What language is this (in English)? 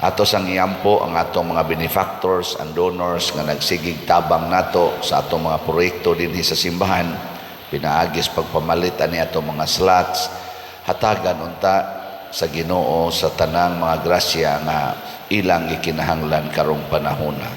Cebuano